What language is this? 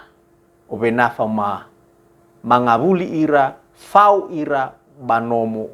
Nias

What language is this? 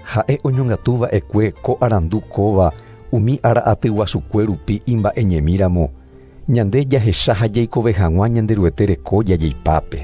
Guarani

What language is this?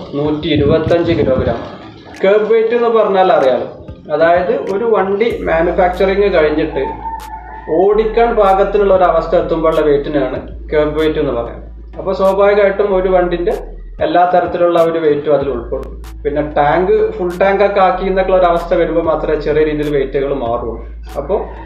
Malayalam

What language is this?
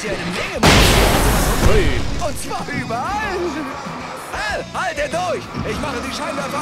Bavarian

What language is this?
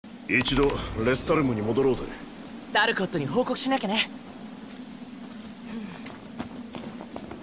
Japanese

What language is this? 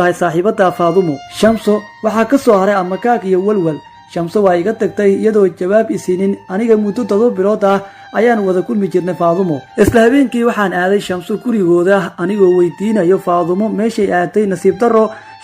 Somali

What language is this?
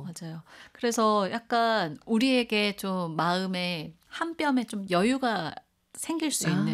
Korean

